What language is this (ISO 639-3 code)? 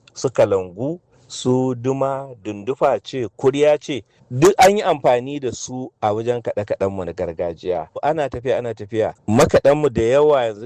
hau